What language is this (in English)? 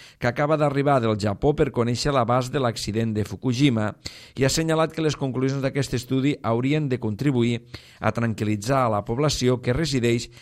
Catalan